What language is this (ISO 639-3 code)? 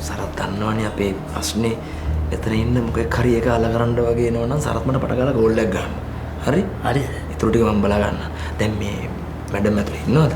sin